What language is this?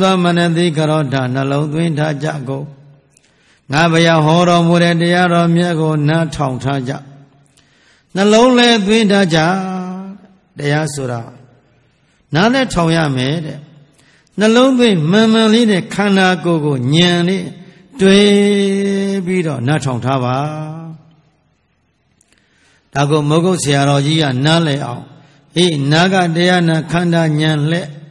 Burmese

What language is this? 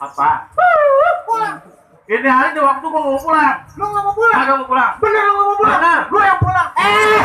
Betawi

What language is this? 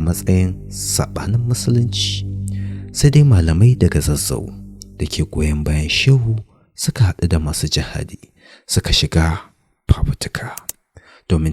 Hausa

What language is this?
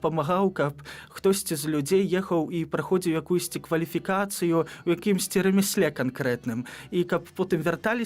Belarusian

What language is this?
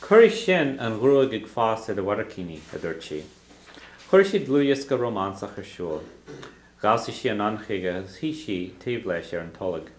Irish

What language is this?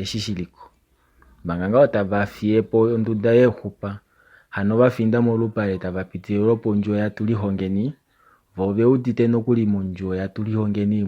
Kuanyama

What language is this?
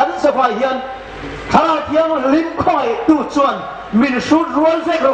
Hmar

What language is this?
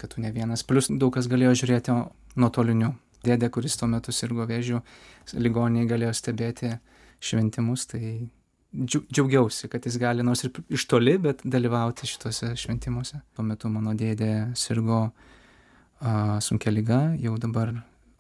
Lithuanian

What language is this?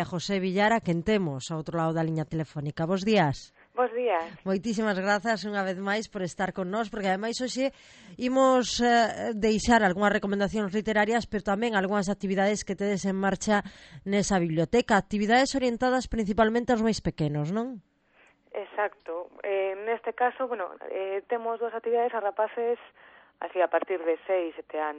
Galician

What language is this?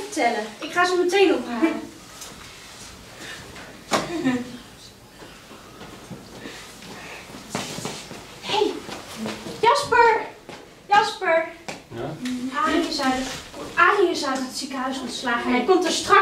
Dutch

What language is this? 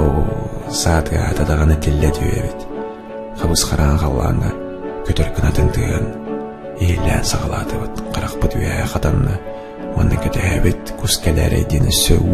Yakut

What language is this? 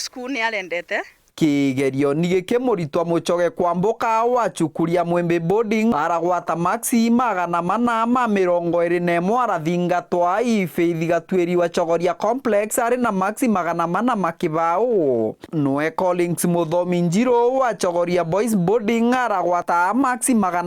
Meru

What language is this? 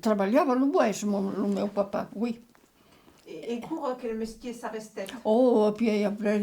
Occitan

